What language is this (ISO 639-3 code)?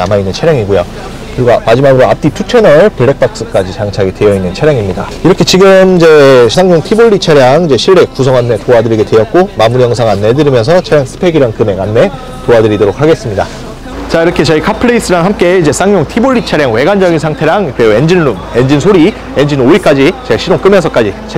kor